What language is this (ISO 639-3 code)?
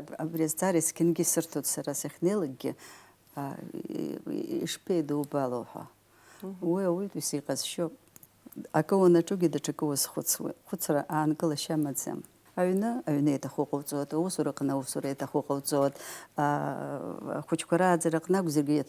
abk